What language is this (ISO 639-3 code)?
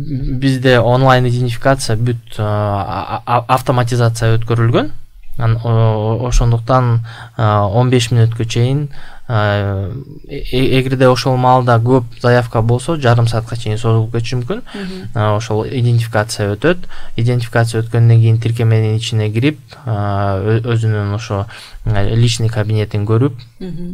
kir